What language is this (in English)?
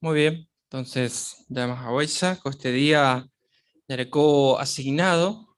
Guarani